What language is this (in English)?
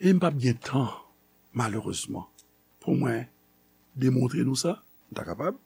Haitian Creole